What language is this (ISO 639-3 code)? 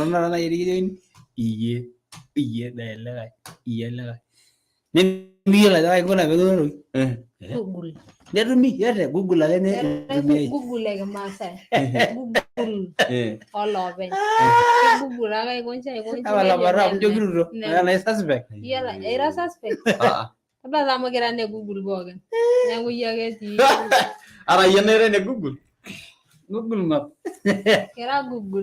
mas